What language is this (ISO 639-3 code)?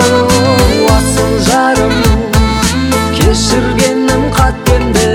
kaz